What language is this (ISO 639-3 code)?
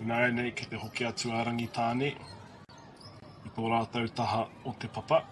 mri